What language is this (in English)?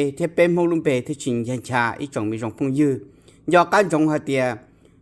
Hmong